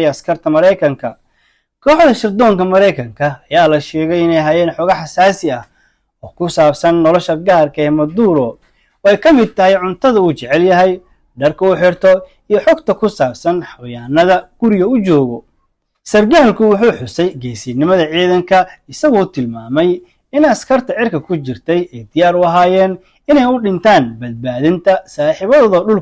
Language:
Somali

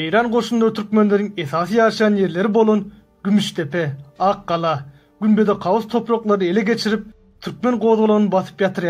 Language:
Turkmen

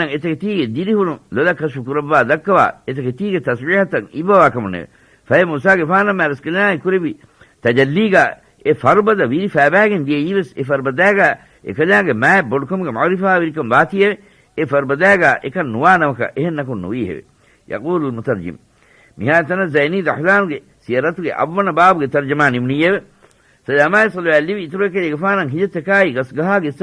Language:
Divehi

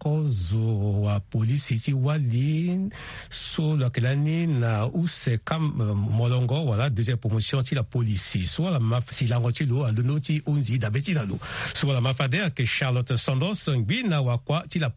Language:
Sango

